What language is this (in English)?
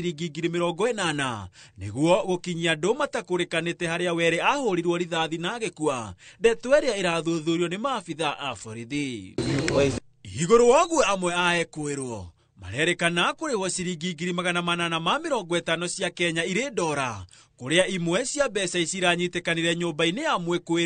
Kikuyu